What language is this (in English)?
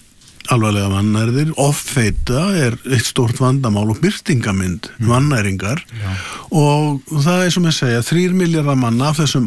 Icelandic